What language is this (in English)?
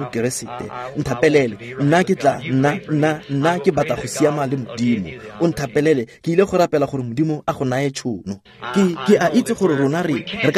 Tswana